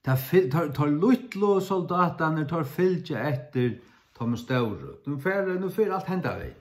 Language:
Faroese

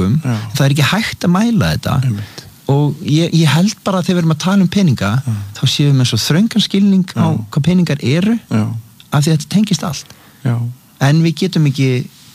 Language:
Icelandic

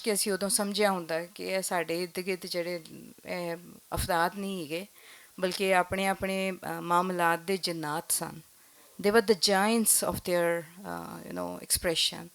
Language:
Western Panjabi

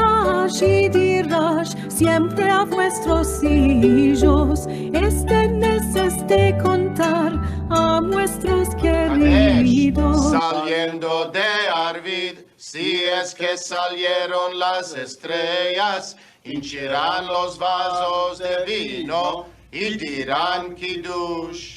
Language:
Ladino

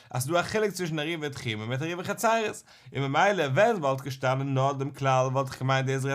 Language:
Yiddish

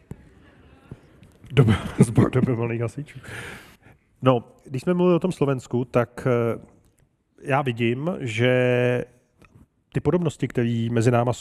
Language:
Czech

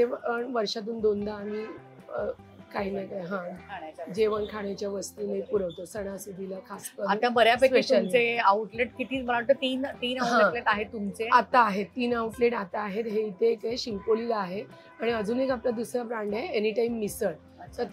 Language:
Marathi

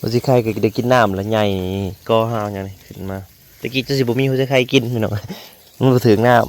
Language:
Northeastern Thai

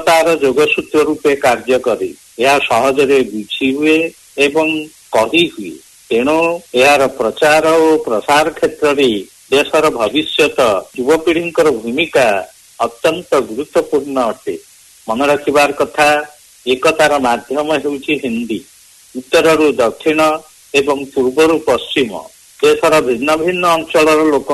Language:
Odia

